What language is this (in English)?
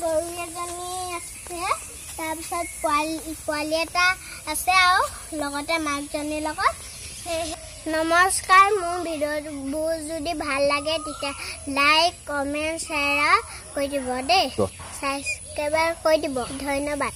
Assamese